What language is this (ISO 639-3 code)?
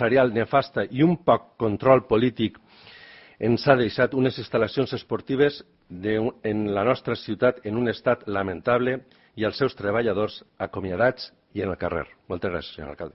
cat